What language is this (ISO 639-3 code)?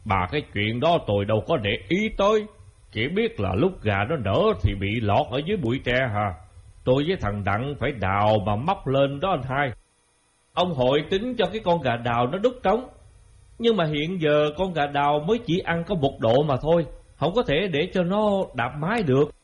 vie